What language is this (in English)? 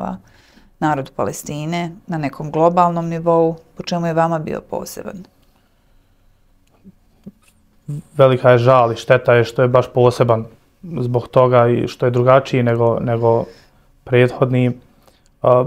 Bosnian